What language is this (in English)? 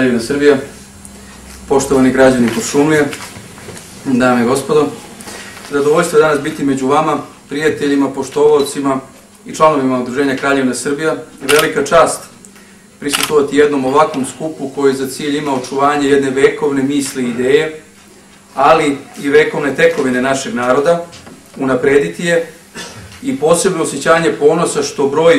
Serbian